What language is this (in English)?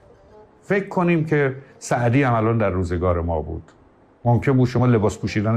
Persian